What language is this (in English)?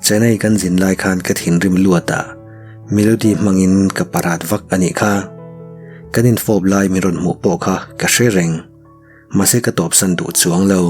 Mizo